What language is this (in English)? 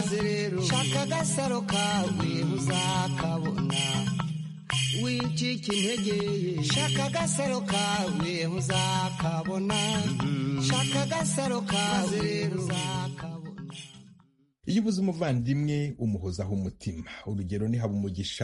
Kinyarwanda